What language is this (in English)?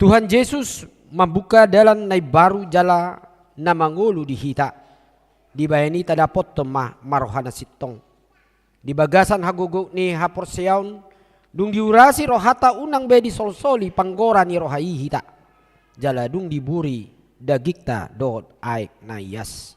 Batak Toba